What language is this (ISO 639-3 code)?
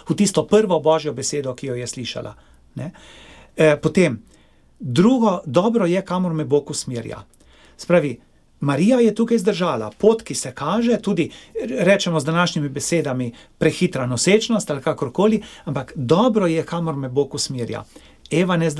slv